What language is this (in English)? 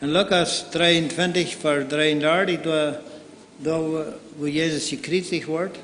Plautdietsch